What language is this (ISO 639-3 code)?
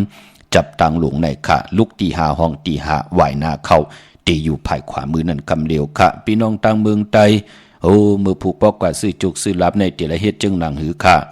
shn